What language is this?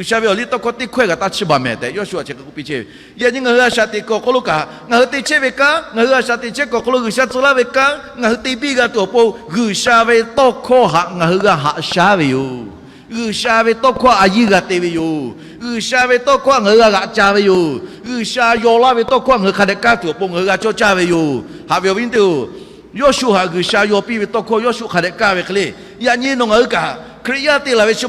Lahu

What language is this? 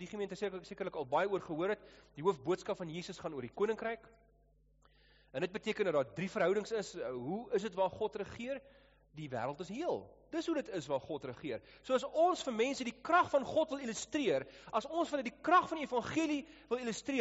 Afrikaans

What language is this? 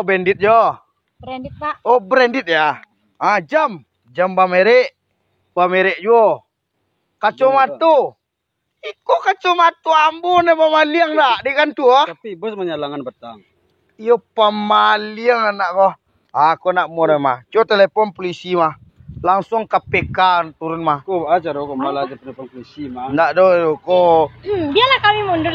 Minangkabau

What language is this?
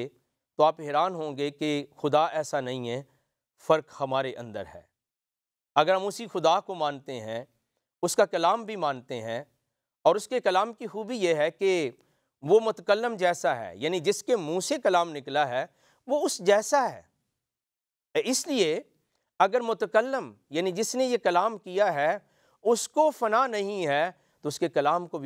Urdu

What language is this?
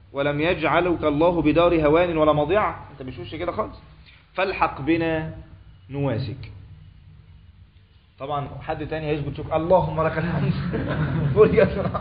Egyptian Arabic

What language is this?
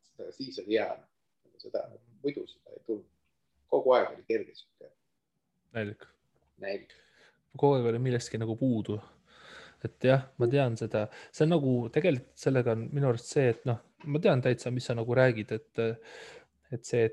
Estonian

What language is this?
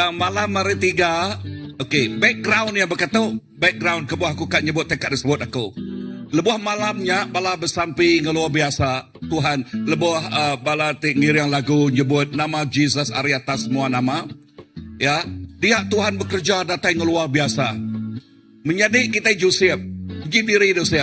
Iban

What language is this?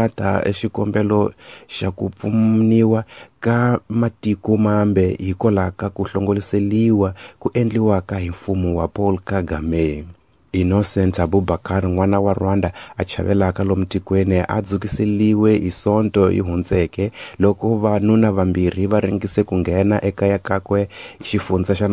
Tsonga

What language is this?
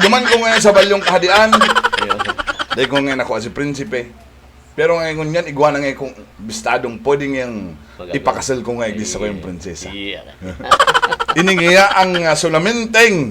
Bikol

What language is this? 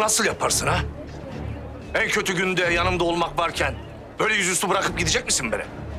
Turkish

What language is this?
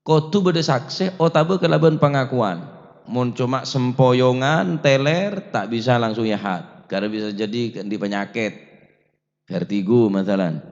Madurese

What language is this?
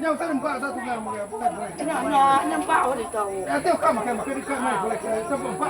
Iban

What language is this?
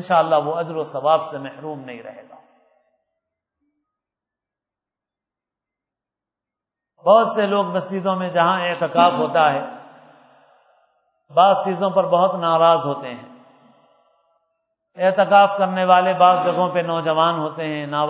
Urdu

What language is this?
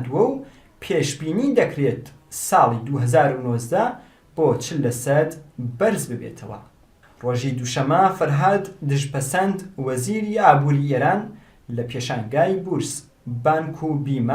Central Kurdish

